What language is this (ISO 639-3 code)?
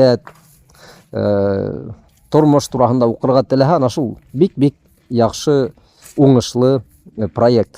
bak